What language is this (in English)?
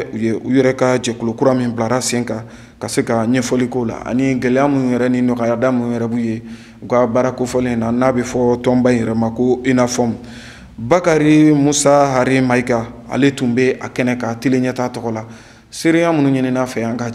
Bambara